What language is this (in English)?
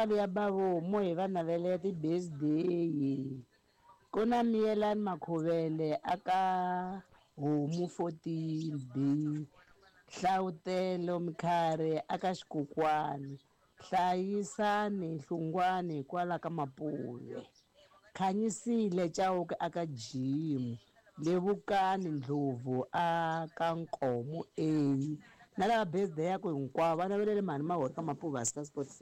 Tsonga